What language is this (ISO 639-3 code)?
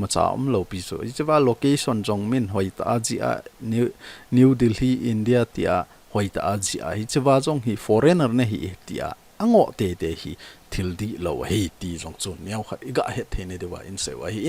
tcz